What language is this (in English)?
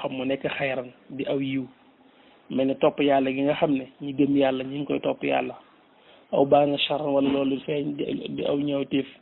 Wolof